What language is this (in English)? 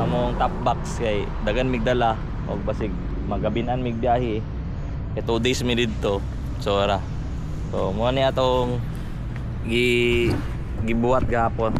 Cebuano